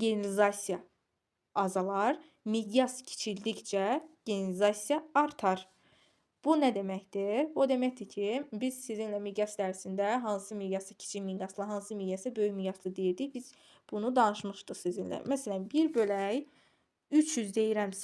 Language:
Azerbaijani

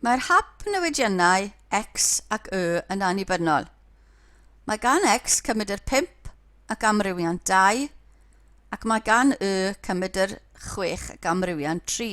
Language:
Welsh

